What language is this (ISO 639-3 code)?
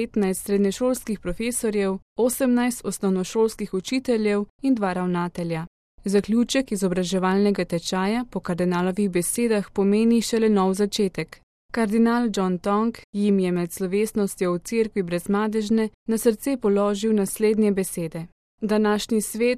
slv